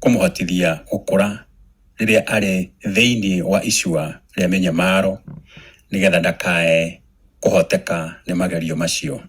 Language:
Kikuyu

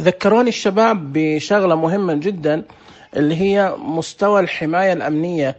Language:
Najdi Arabic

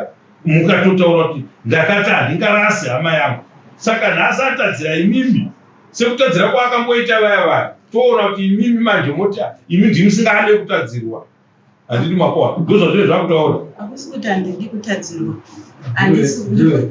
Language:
Shona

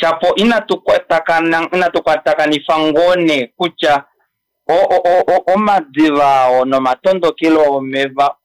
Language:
Kuanyama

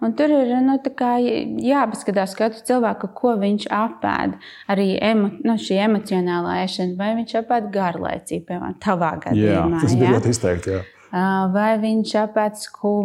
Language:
Latvian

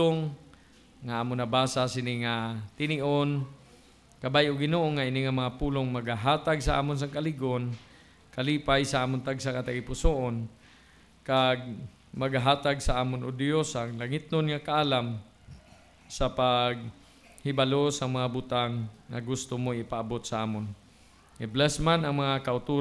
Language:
Hiligaynon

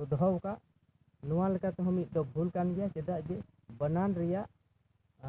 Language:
Santali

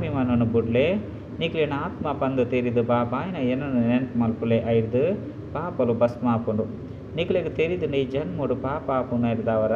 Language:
Tulu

